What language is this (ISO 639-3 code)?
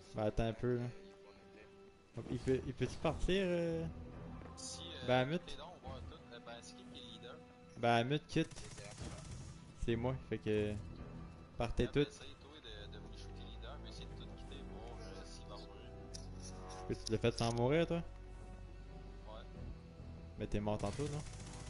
fra